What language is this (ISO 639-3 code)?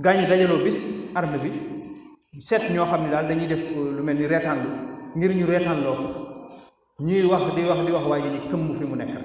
wol